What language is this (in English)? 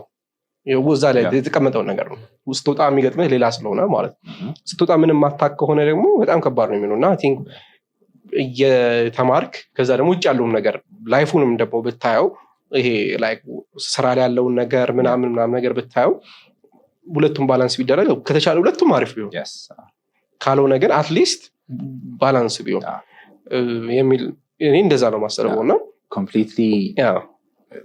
Amharic